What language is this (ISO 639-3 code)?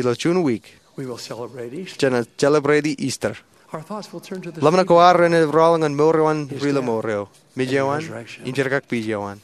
mah